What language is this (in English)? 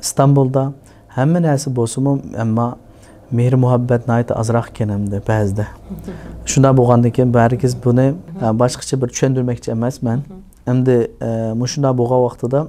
Uyghur